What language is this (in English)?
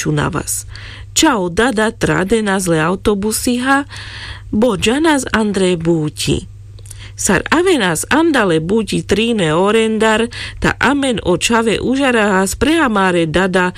Carpathian Romani